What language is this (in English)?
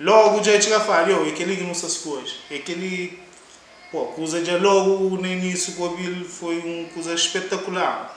Kabuverdianu